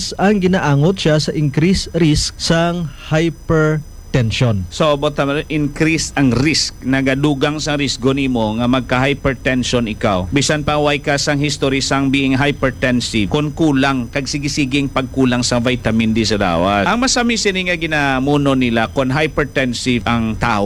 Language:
Hiligaynon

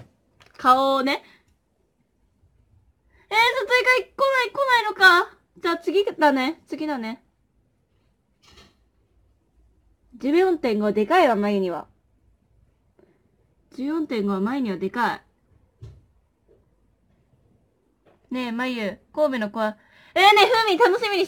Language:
Japanese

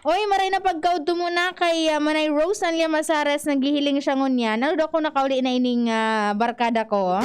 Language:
Bikol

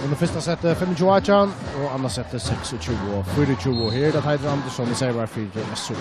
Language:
Faroese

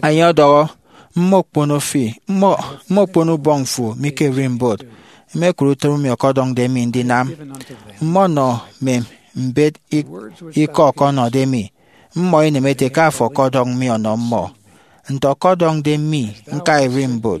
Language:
Efik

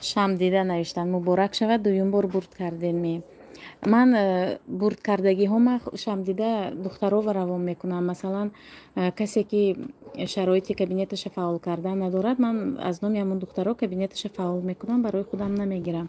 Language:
Tajik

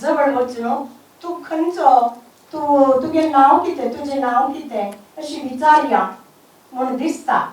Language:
Konkani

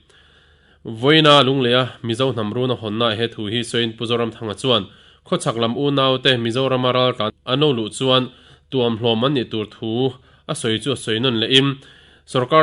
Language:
Mizo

